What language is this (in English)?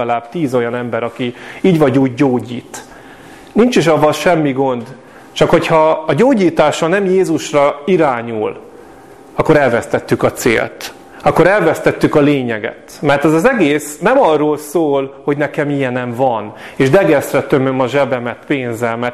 Hungarian